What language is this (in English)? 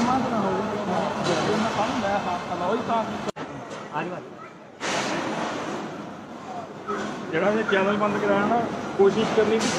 Punjabi